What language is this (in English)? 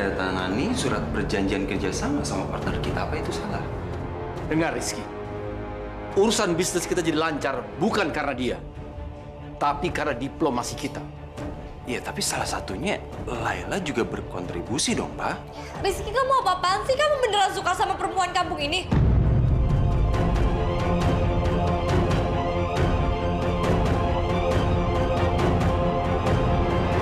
Indonesian